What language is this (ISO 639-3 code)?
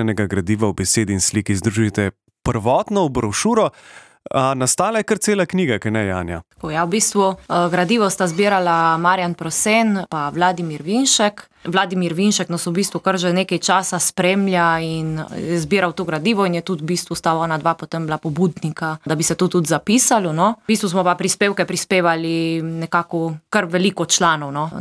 slv